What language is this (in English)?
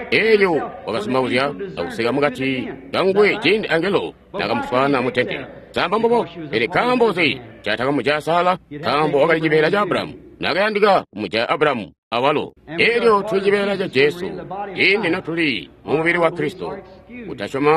Tonga (Zambia)